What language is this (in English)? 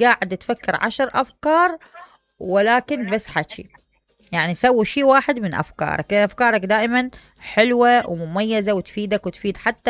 Mesopotamian Arabic